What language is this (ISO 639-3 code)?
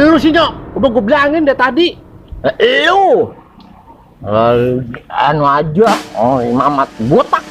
bew